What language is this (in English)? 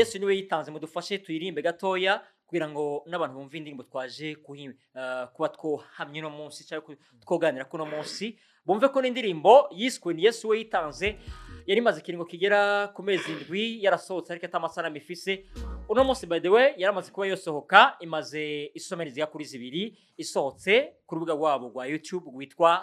Rundi